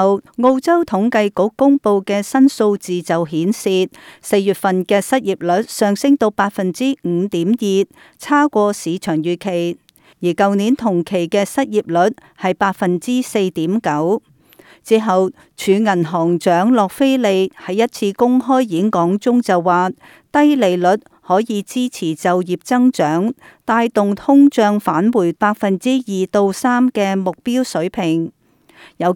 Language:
Cantonese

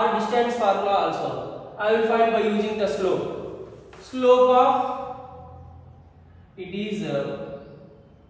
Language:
English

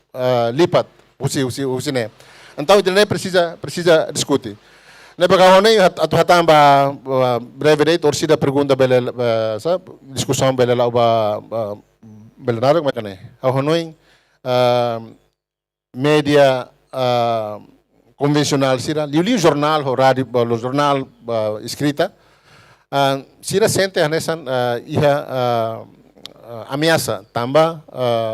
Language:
Tetum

